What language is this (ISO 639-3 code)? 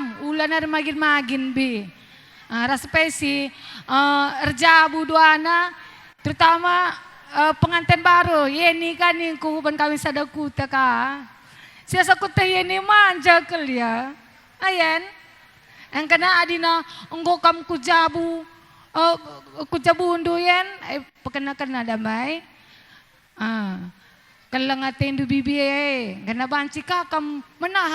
btx